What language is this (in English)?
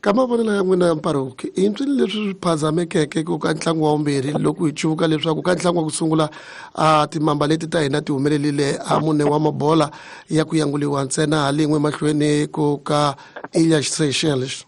Tsonga